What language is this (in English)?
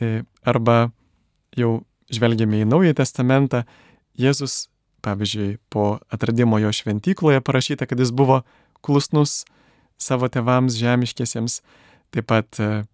Lithuanian